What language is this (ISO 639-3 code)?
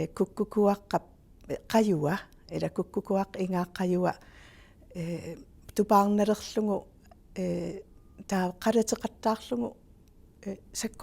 kal